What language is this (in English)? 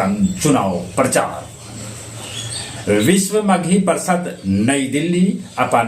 Magahi